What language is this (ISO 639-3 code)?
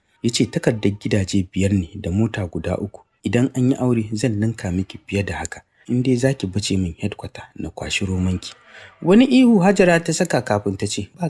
hau